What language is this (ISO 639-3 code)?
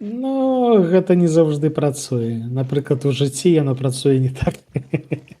bel